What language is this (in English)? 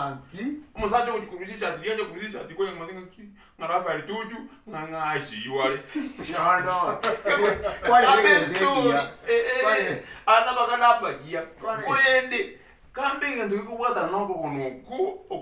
Gusii